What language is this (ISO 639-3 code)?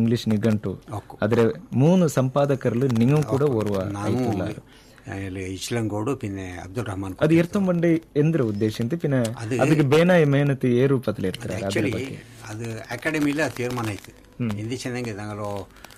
kan